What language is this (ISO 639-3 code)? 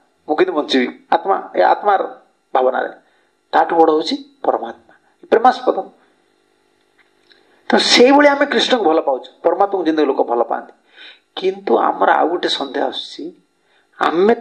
ori